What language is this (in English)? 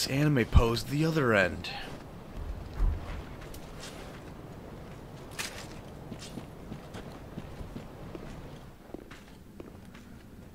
English